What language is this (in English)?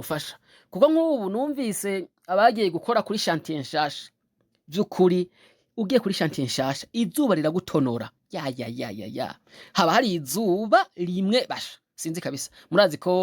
Rundi